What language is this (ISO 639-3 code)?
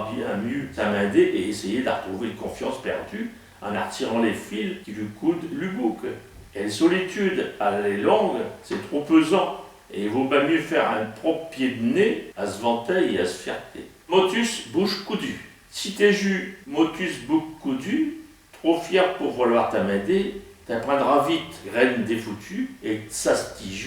pcd